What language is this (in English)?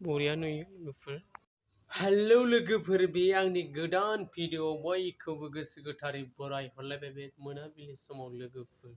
Bodo